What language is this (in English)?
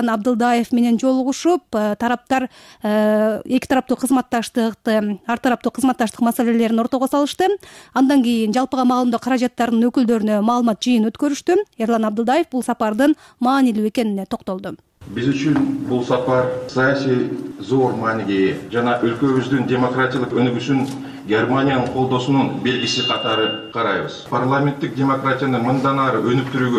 Kyrgyz